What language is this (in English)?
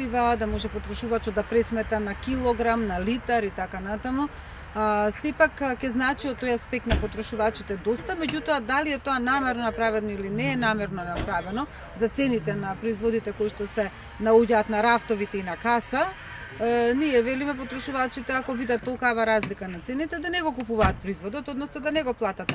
Macedonian